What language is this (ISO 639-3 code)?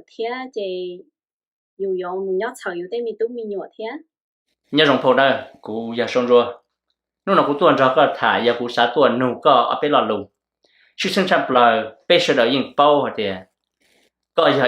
hmn